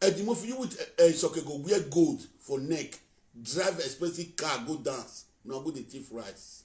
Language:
Nigerian Pidgin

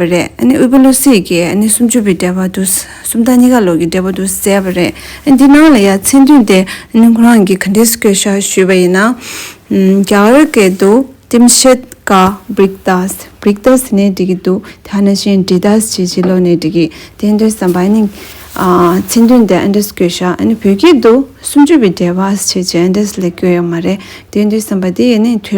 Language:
Tibetan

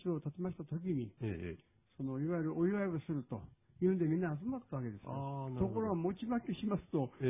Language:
Japanese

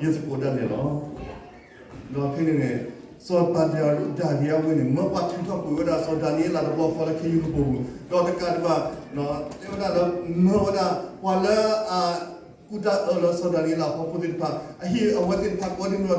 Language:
S'gaw Karen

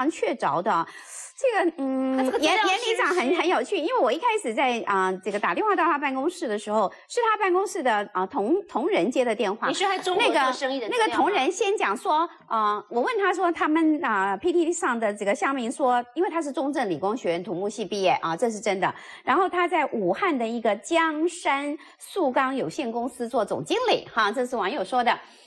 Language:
Chinese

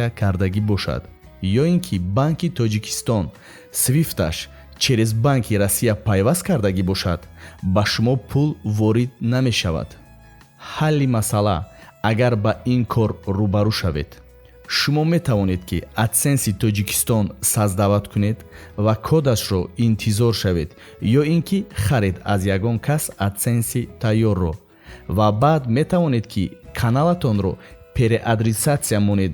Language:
Tajik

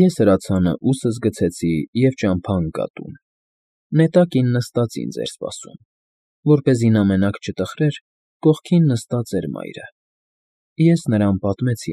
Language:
Armenian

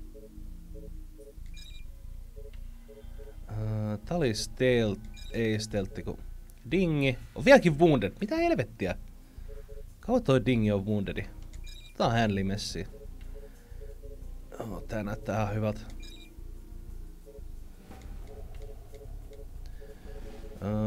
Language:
Finnish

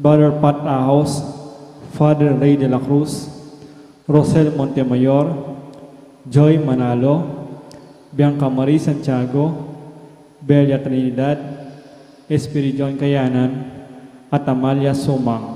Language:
Pampanga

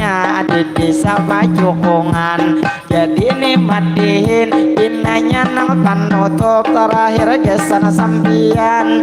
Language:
Banjar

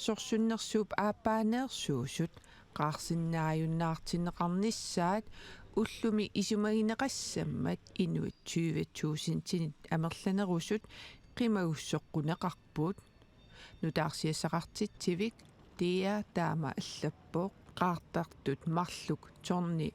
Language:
Kalaallisut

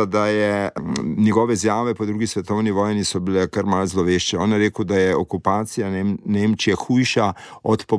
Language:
Slovenian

